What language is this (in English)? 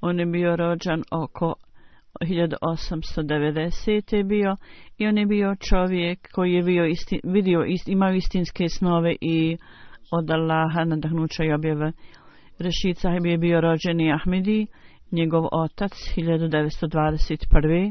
Bosnian